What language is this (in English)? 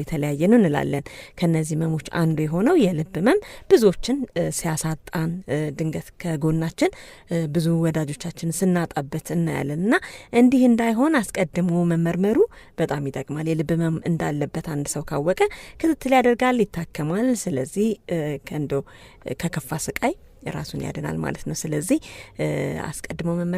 Amharic